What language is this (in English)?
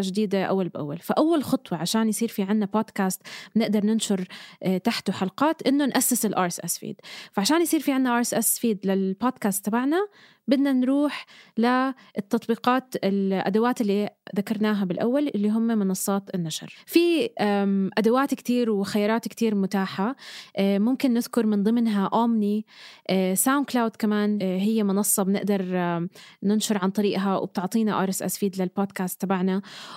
North Levantine Arabic